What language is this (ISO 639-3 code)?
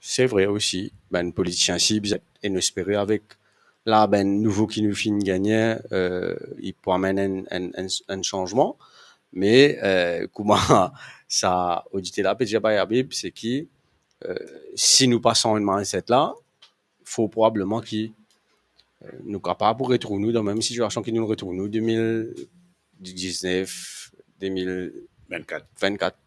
mfe